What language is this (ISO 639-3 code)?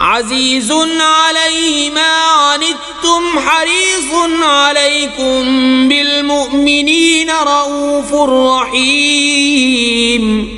kas